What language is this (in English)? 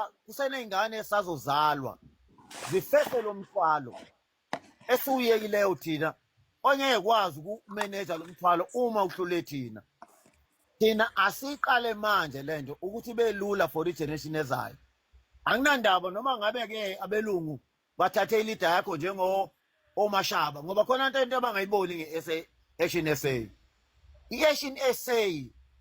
Zulu